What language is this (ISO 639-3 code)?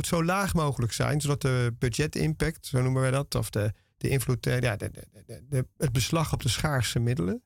nld